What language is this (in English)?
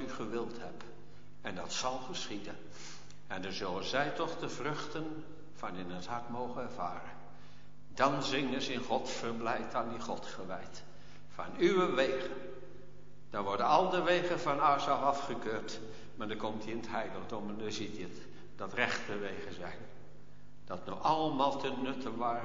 Dutch